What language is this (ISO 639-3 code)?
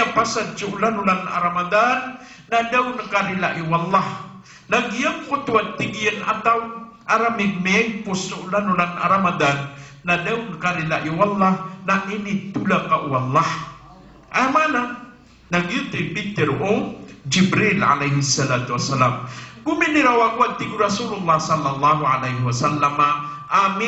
mrw